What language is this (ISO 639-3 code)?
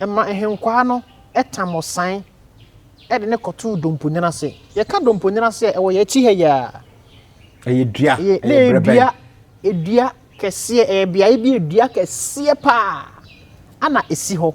aka